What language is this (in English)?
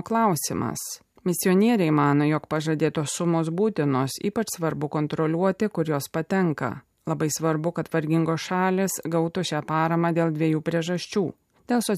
Lithuanian